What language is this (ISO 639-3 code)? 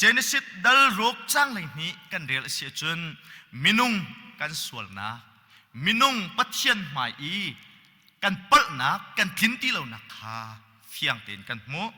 cnh